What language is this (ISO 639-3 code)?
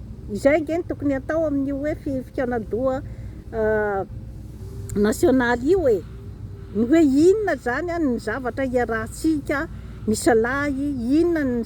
mlg